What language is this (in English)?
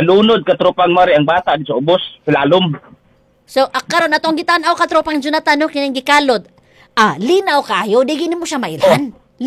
Cebuano